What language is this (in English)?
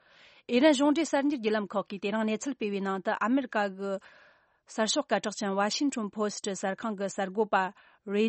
Tibetan